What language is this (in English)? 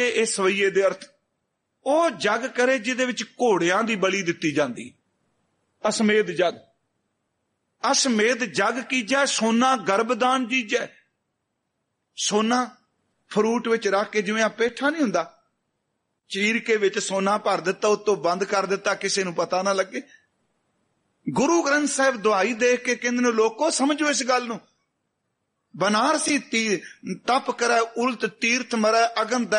Punjabi